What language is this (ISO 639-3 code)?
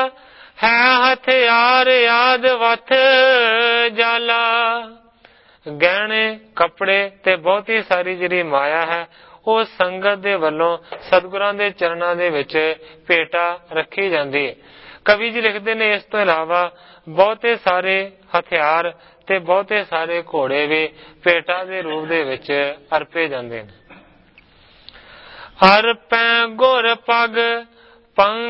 pan